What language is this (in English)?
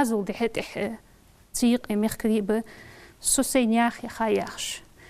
Ingush